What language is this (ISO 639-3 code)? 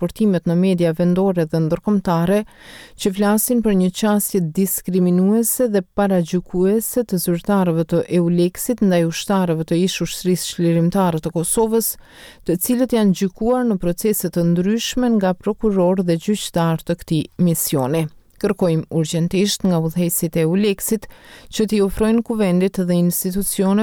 sqi